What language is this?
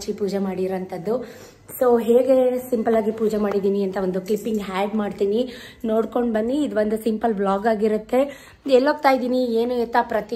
Kannada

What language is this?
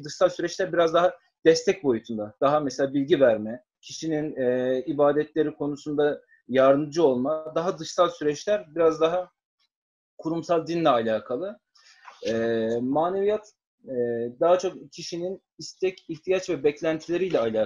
Turkish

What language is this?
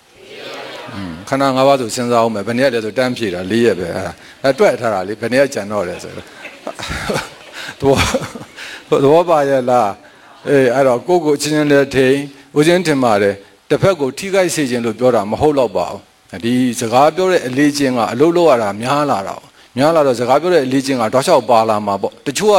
Burmese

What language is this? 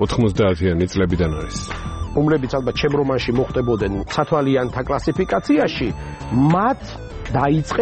Georgian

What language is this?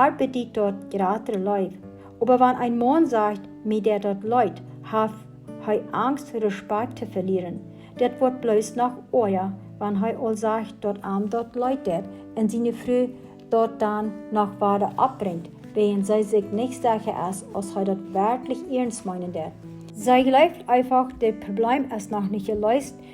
Plautdietsch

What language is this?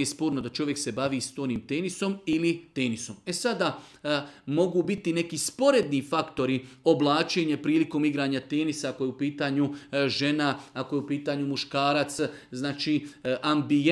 Serbian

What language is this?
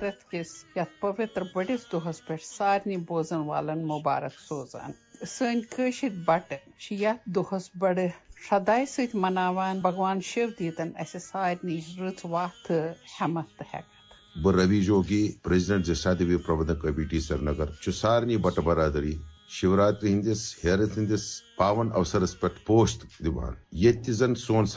Kashmiri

